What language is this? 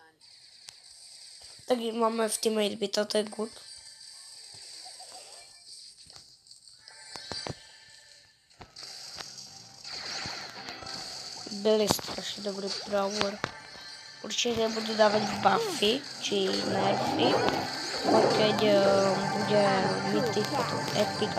Slovak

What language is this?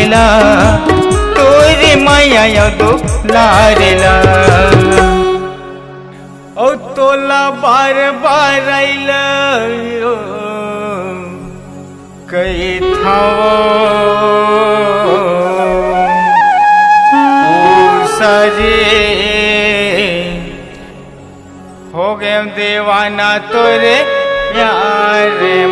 Chhattisgarhi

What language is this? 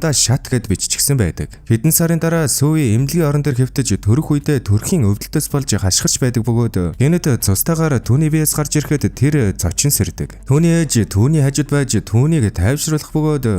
Mongolian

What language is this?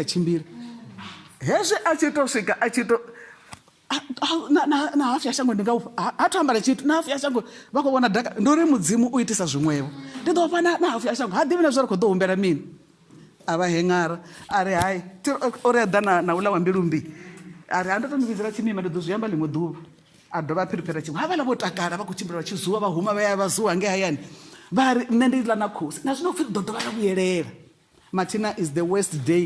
Venda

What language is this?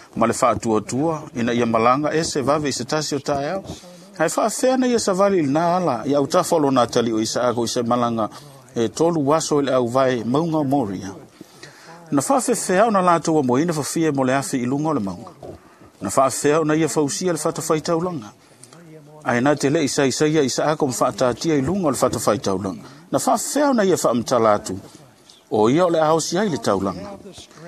Samoan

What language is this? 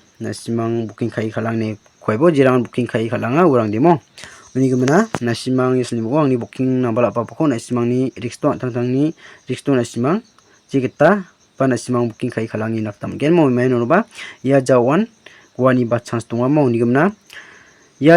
Garo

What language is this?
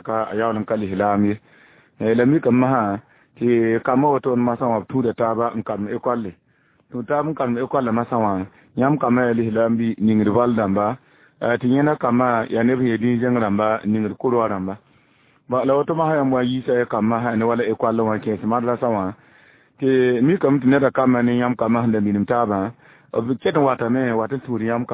Mossi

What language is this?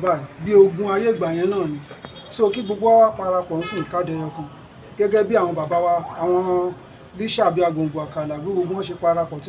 Yoruba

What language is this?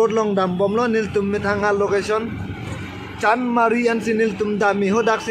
Karbi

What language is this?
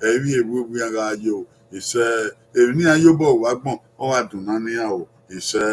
Bini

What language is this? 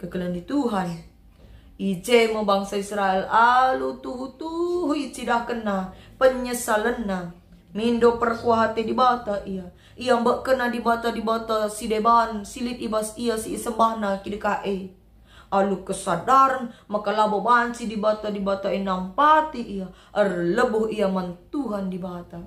Batak Karo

